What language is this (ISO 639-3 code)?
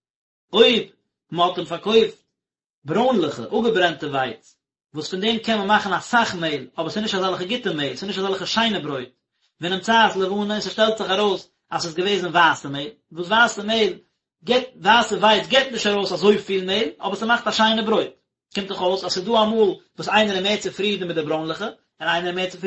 yid